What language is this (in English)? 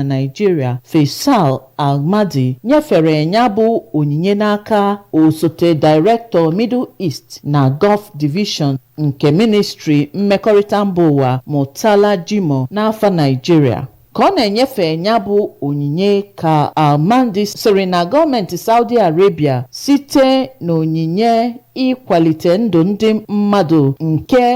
Igbo